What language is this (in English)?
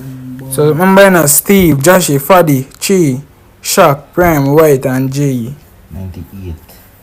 Jamaican Creole English